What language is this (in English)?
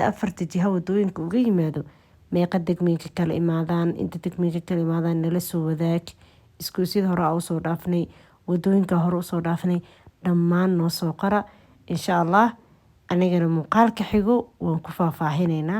Somali